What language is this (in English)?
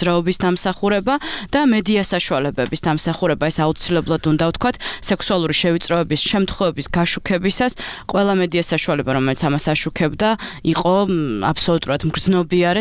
Georgian